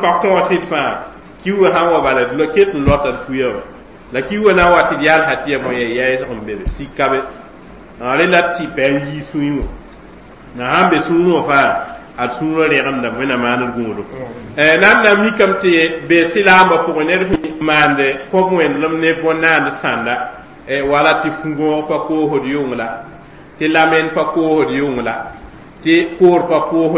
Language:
Mossi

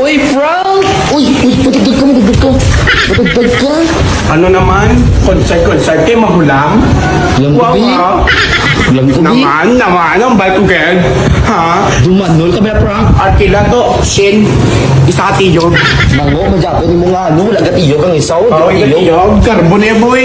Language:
Hiligaynon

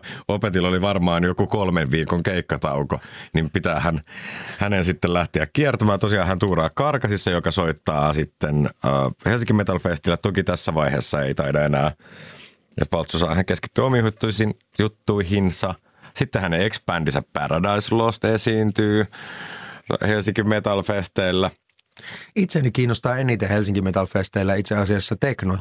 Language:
Finnish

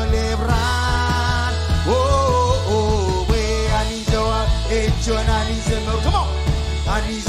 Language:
Marshallese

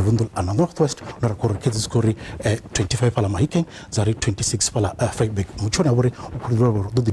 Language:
Venda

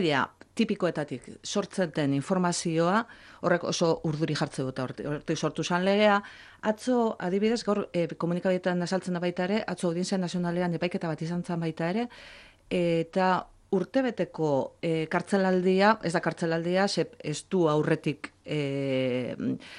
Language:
Basque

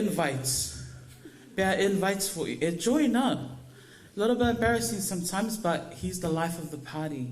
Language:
Samoan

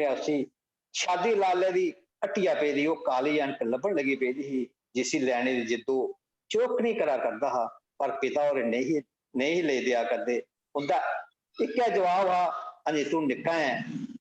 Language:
Dogri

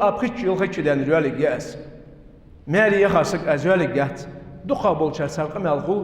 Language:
Ingush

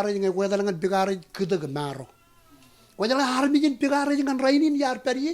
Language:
Marshallese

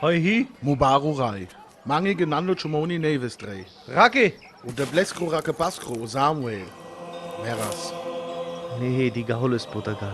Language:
Sinte Romani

